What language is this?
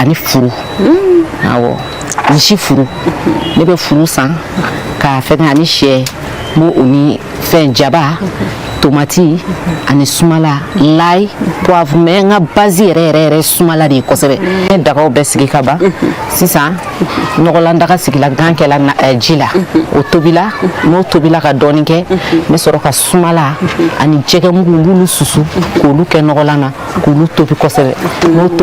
Bambara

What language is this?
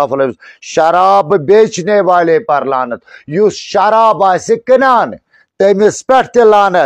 Kashmiri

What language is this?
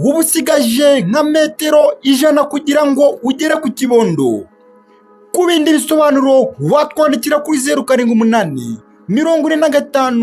Kinyarwanda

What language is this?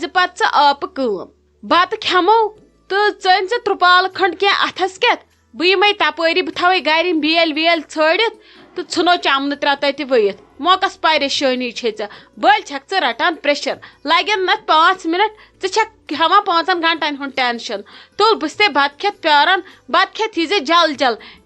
Kashmiri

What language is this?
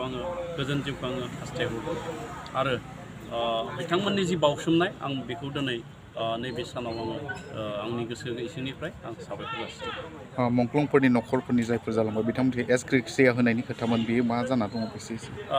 Bodo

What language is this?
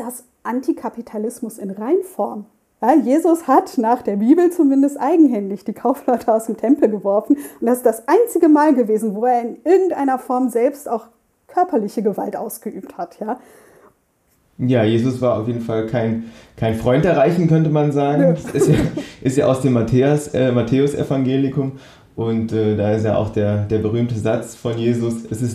German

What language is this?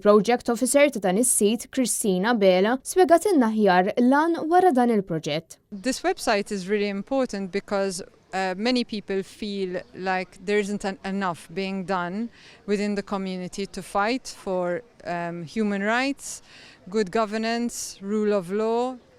Maltese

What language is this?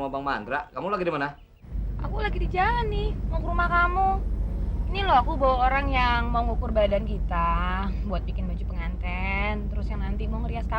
Betawi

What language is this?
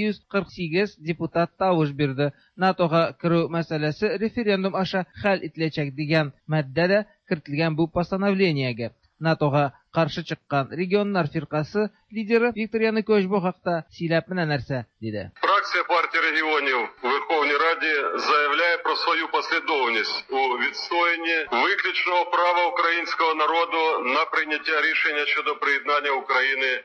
Tatar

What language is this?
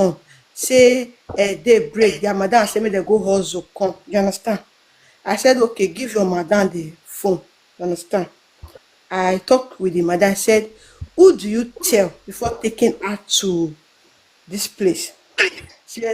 Nigerian Pidgin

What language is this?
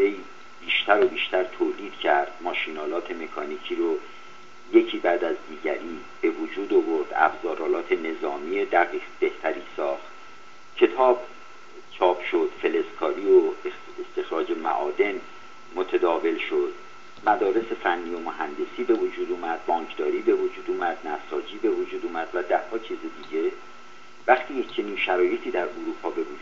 Persian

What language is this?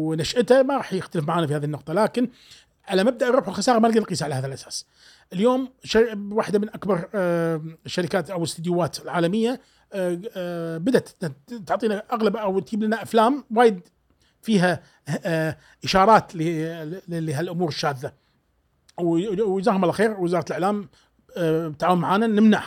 Gulf Arabic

